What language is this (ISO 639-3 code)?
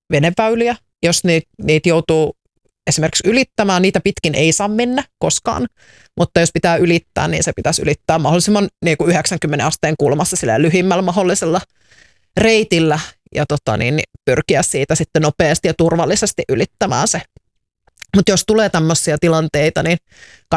fin